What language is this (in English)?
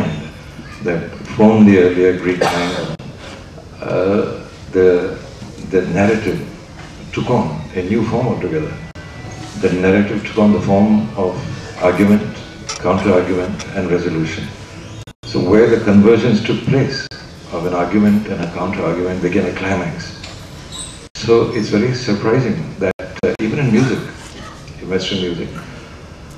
English